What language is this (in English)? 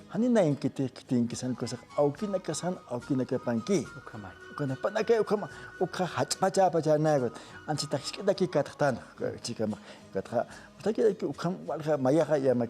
Aymara